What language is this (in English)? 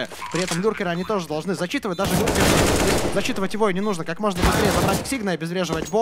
Russian